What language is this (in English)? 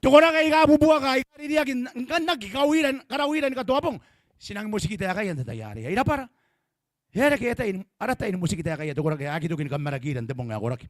Gilbertese